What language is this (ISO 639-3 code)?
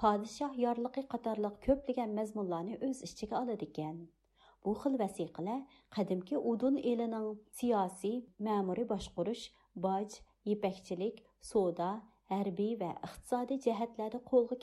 uig